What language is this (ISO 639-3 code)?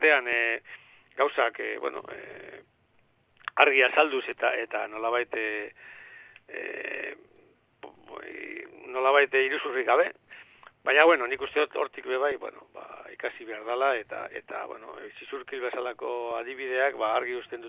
eus